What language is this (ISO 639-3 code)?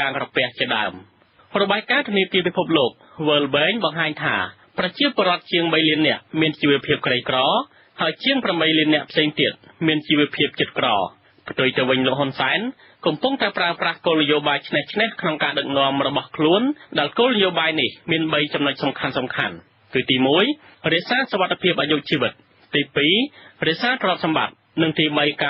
khm